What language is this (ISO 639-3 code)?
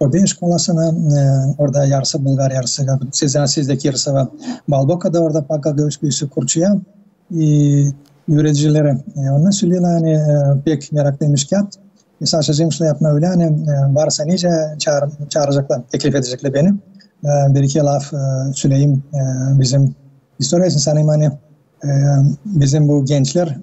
gag